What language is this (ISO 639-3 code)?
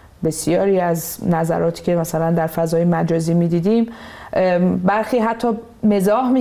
fas